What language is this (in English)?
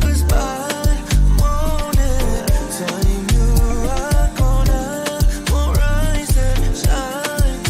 Papiamento